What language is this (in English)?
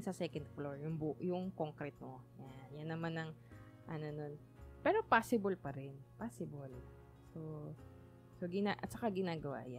Filipino